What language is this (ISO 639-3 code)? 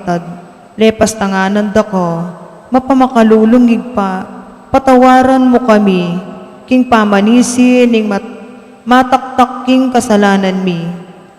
pam